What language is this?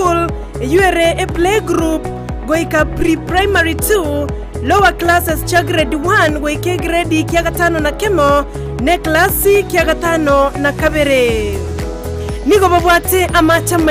Gusii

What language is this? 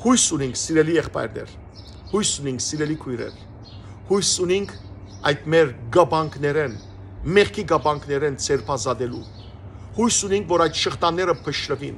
Western Armenian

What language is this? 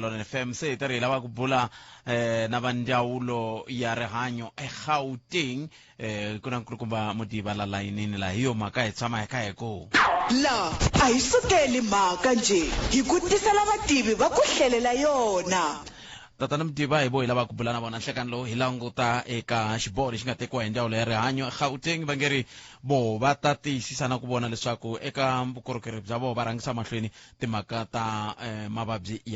Tsonga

